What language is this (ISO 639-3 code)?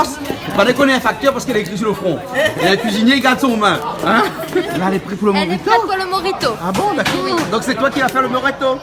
rcf